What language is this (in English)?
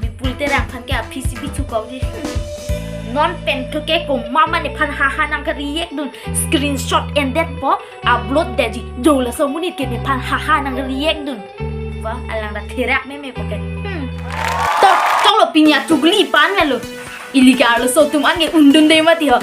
Karbi